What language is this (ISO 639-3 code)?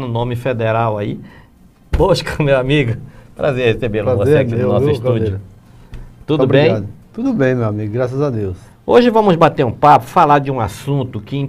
por